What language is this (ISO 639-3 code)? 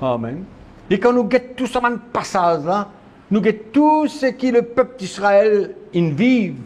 mfe